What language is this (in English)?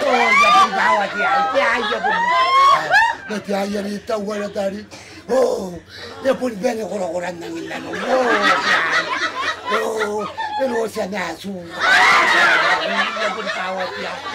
Gilbertese